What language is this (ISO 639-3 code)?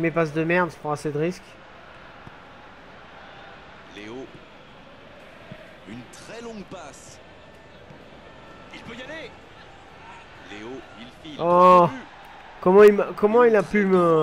fra